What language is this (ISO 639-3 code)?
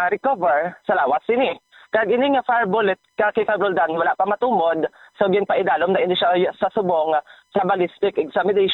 hil